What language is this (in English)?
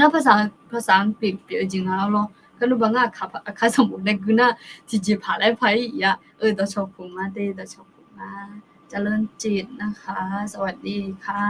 Akha